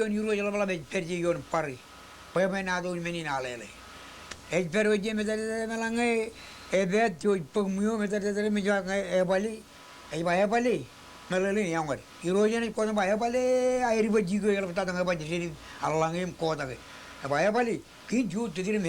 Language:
Marshallese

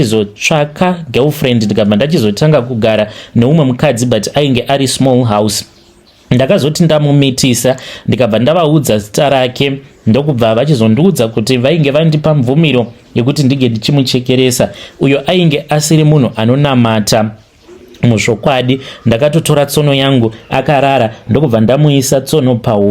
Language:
Shona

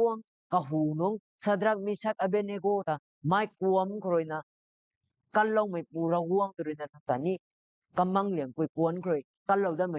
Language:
Rongmei Naga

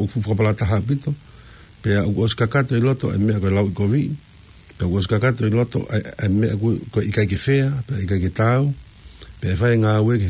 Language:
Tongan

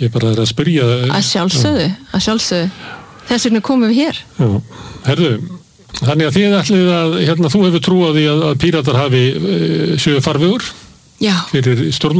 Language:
Icelandic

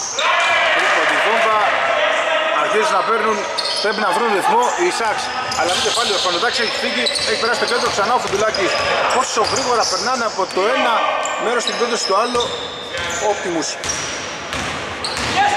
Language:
Greek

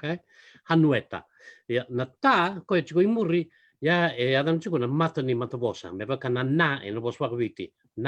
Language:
Fijian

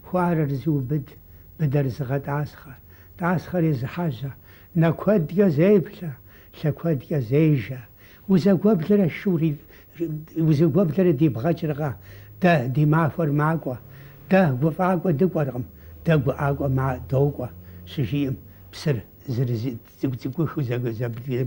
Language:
Kabardian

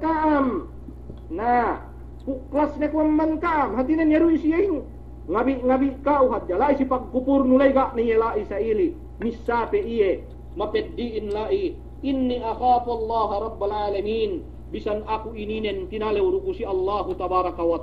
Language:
Yakan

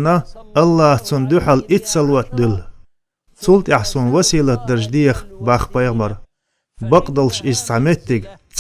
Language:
Chechen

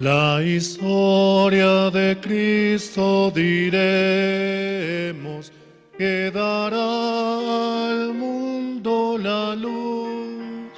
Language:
Aymara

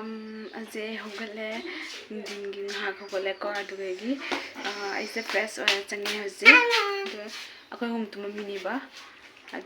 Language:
Manipuri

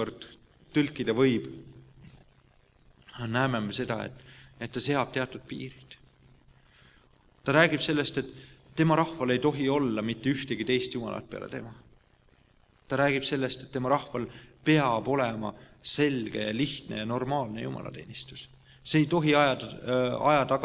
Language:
Estonian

